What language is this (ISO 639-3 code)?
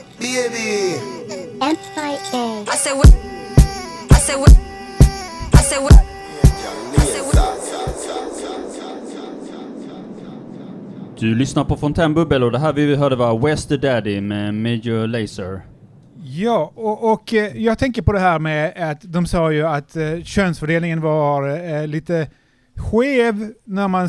swe